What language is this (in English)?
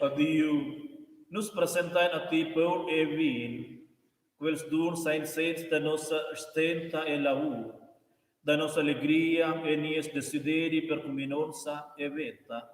Romansh